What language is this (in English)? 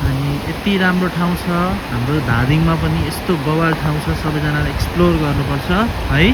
Nepali